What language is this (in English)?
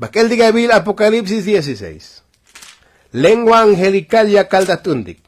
Tzotzil